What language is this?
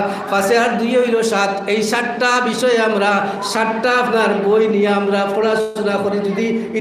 Sylheti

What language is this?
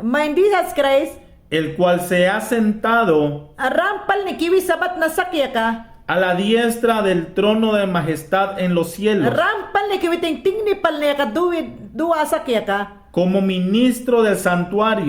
Mayangna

